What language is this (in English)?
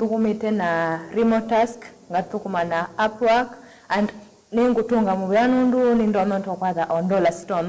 Kamba